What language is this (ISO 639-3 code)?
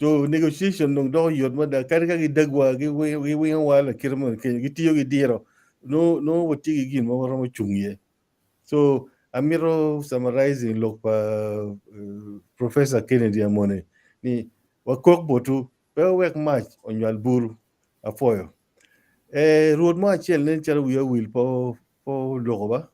ach